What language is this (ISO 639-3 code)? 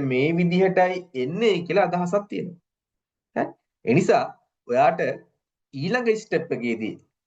sin